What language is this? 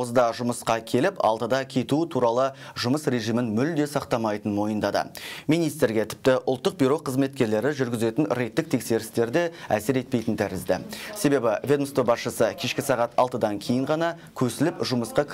Kazakh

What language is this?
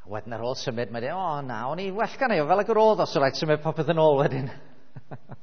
Welsh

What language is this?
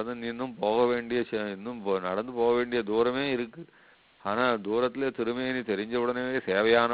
Tamil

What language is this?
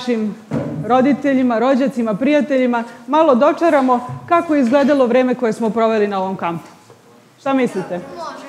Serbian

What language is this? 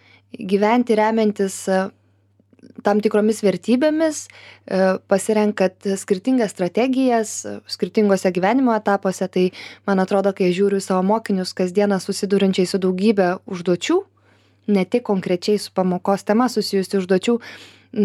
Lithuanian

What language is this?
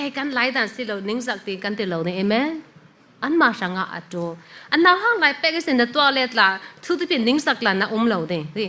Falam Chin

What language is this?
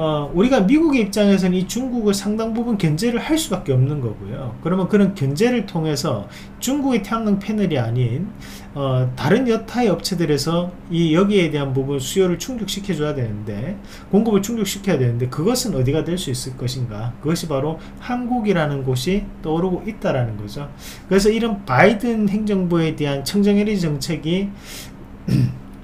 Korean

